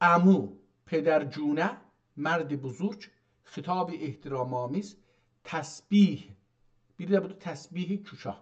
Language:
South Azerbaijani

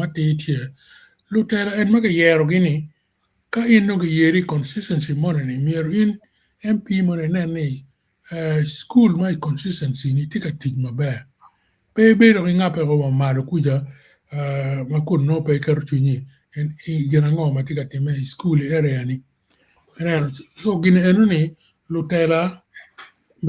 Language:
Acoli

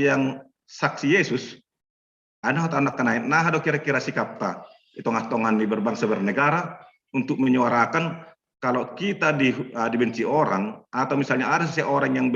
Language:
Batak Simalungun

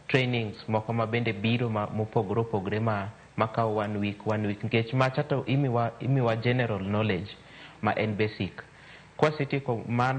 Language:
Luo (Kenya and Tanzania)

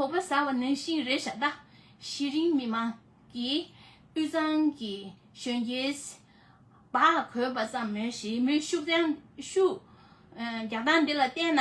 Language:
Tibetan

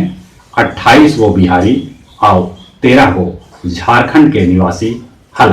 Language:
Magahi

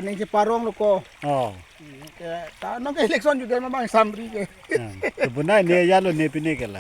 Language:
Karbi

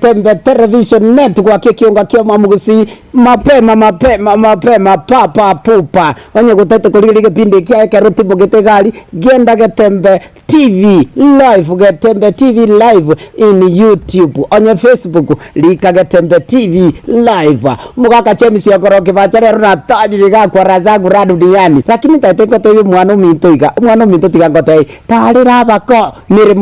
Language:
Gusii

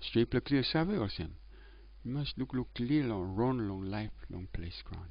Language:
Tok Pisin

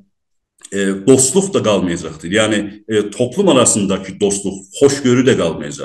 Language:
South Azerbaijani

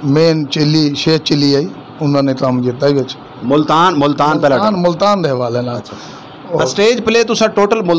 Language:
Saraiki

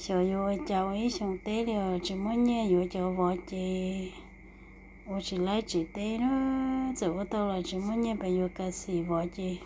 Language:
Hmong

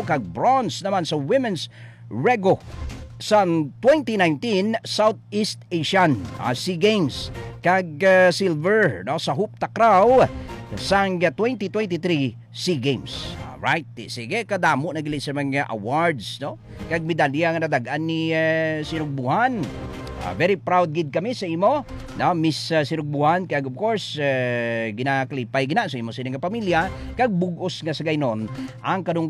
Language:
Hiligaynon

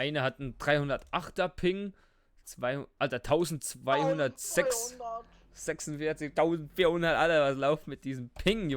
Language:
Swiss German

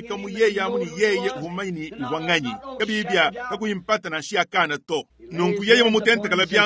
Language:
Luba-Lulua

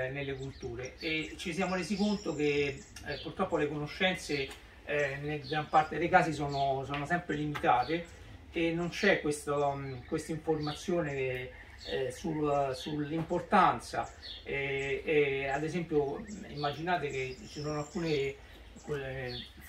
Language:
Italian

